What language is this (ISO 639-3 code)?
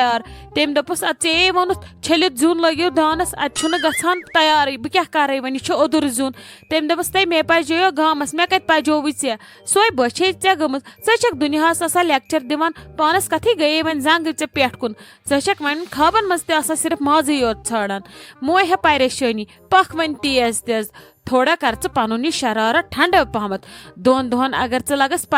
kas